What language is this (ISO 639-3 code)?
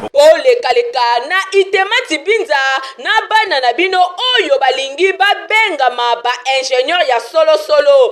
lin